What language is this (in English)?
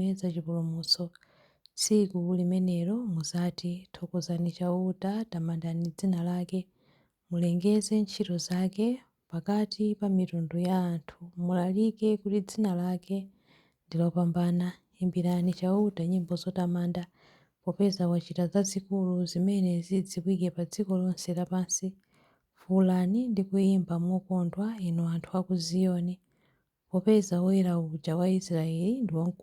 Nyanja